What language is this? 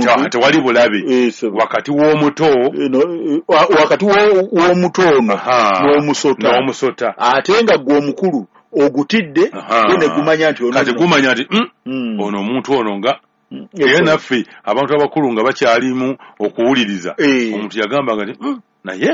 Ganda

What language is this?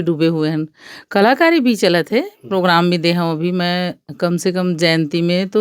Chhattisgarhi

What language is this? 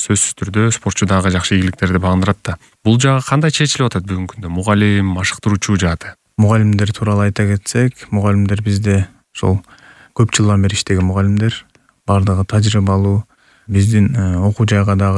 Kyrgyz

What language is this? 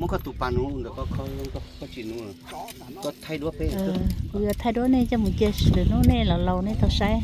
Hmong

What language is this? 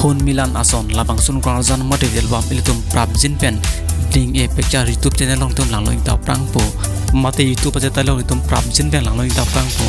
Karbi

